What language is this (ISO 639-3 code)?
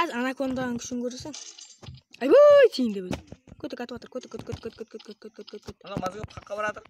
kaa